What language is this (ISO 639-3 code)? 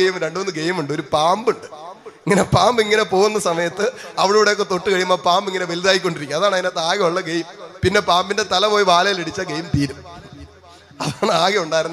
mal